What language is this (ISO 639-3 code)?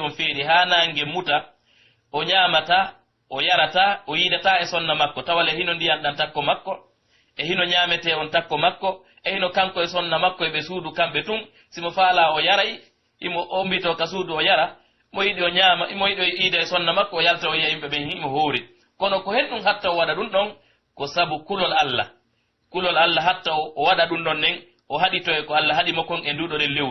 fuf